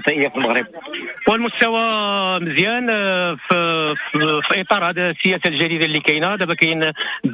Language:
Moroccan Arabic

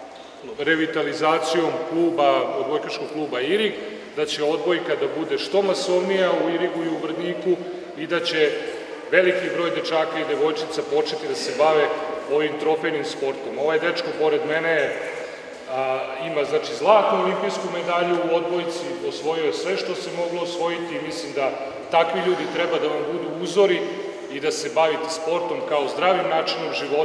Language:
Serbian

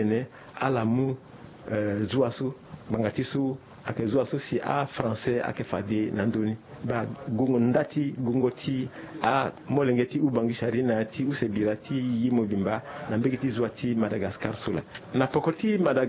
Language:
Sango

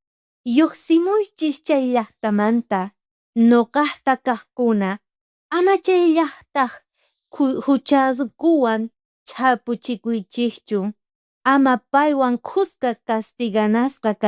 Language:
South Bolivian Quechua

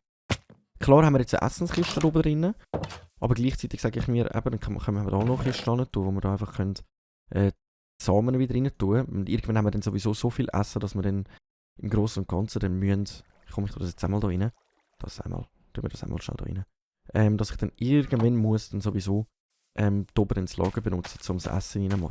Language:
Swiss German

